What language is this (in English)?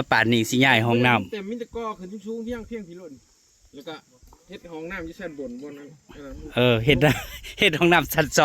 Northeastern Thai